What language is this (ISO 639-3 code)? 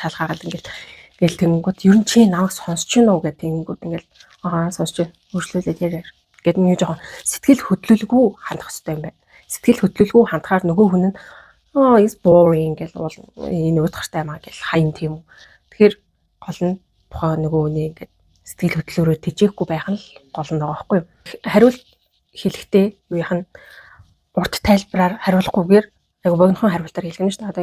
mon